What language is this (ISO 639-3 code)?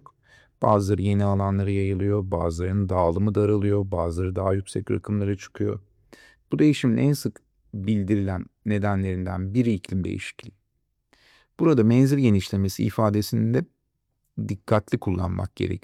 tur